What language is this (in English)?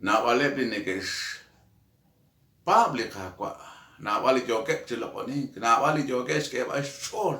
Kekchí